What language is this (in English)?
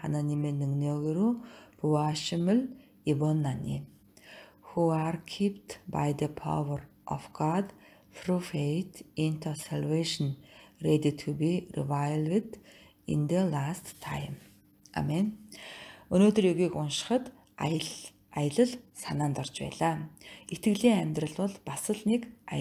Mongolian